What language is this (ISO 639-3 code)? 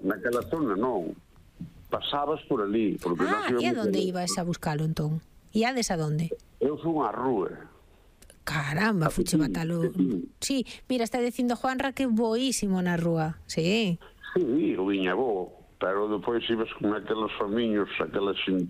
glg